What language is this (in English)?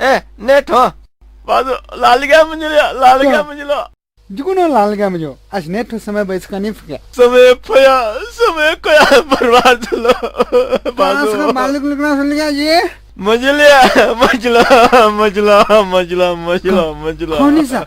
Newari